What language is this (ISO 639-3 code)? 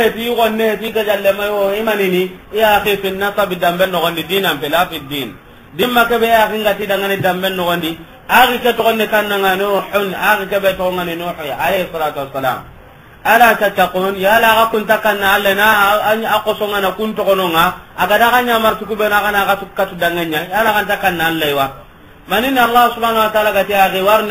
snk